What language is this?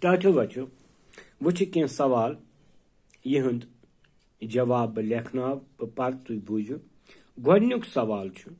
Kashmiri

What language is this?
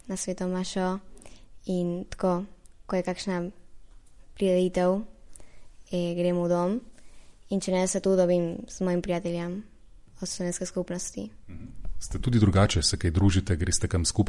Slovenian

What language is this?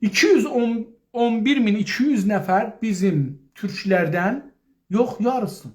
South Azerbaijani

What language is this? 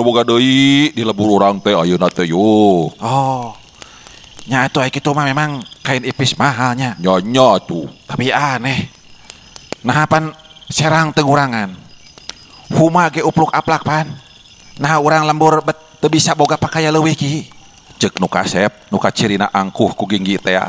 Sundanese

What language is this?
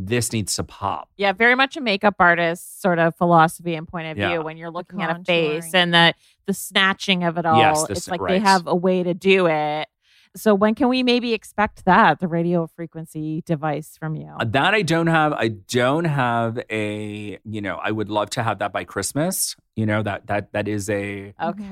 English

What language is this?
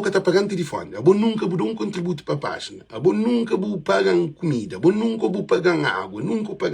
Kabuverdianu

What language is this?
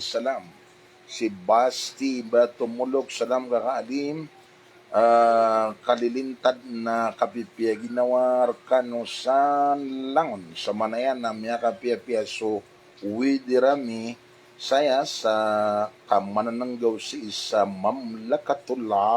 Maranao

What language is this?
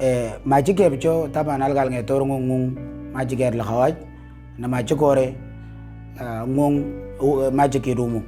Moro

